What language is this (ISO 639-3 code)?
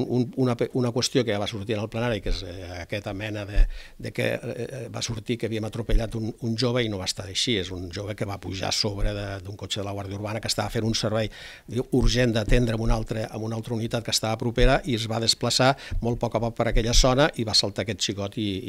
cat